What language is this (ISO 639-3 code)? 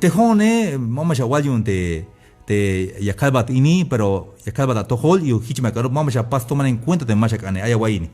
tzh